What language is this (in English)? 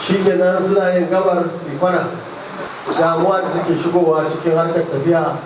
Hausa